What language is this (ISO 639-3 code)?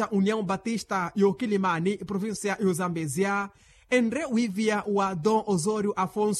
vmw